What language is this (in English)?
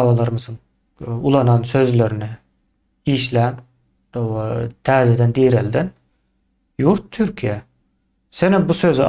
Turkmen